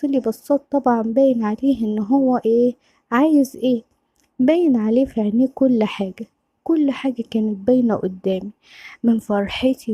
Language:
Egyptian Arabic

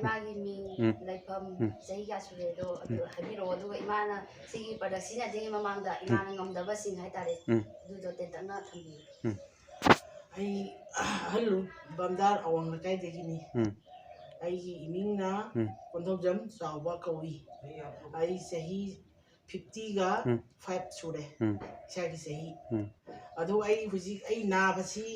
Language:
Manipuri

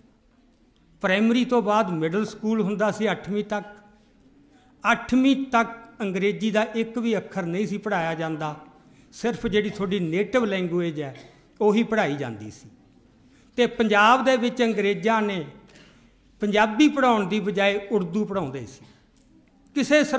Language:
Punjabi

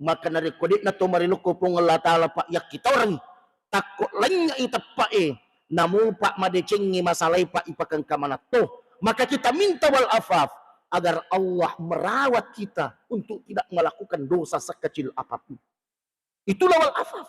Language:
Buginese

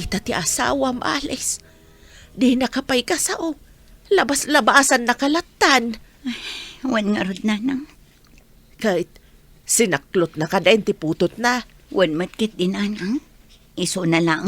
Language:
Iloko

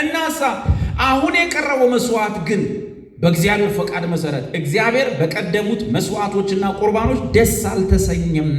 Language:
Amharic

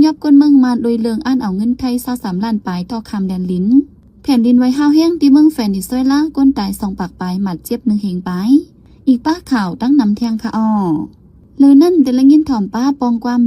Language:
Shan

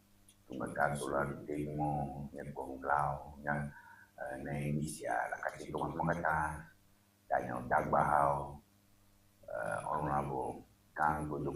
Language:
Ewe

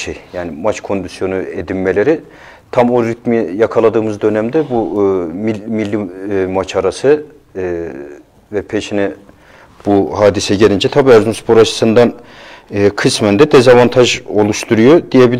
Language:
Turkish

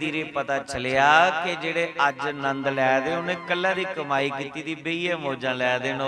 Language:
Dogri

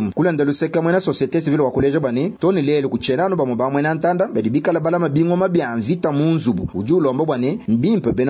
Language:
Luba-Lulua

